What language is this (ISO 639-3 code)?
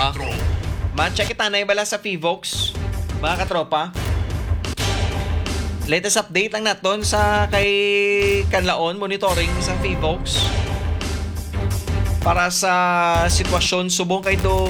hil